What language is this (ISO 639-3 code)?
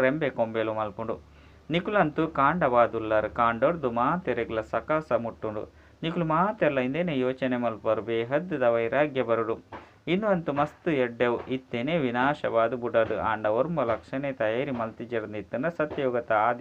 tcy